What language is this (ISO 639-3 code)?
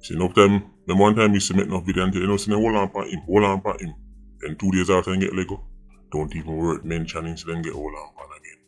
jam